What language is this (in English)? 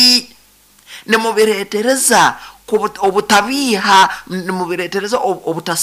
Nyoro